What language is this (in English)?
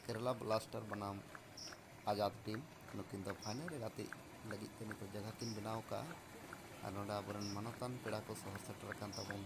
Santali